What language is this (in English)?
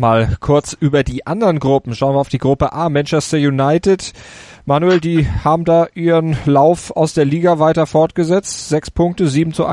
German